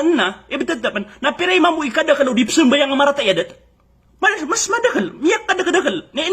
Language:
Maranao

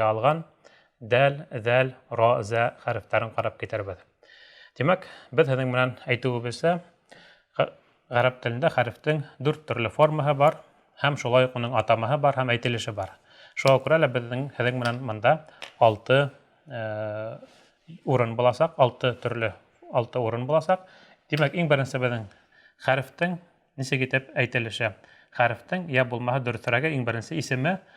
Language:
Bashkir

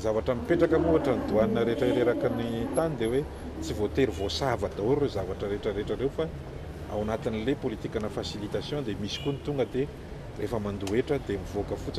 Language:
Malagasy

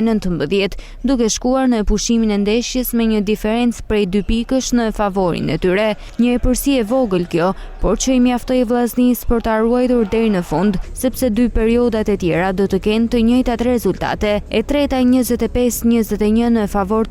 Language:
Albanian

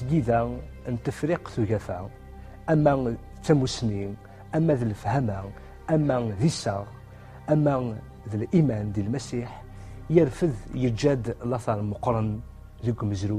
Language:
Kabyle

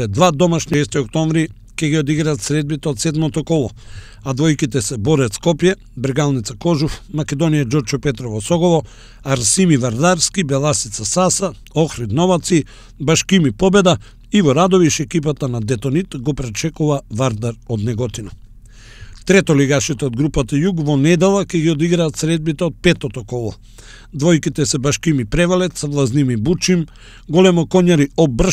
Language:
Macedonian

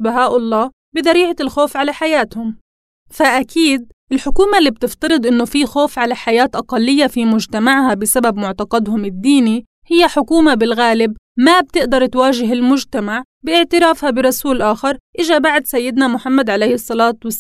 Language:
North Levantine Arabic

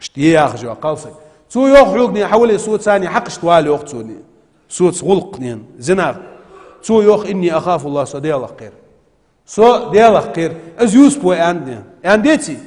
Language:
Ingush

